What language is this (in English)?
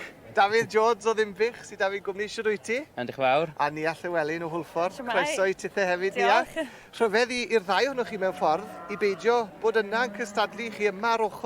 Welsh